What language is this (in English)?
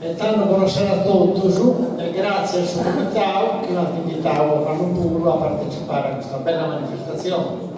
Sardinian